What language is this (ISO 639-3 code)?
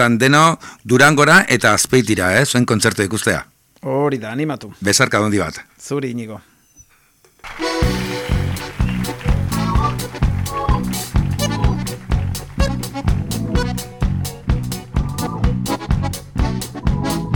eus